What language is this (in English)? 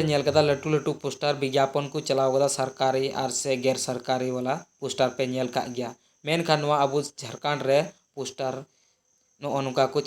Santali